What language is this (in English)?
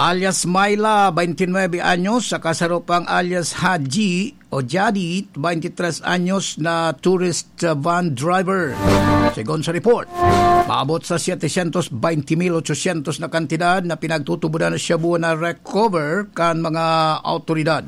Bikol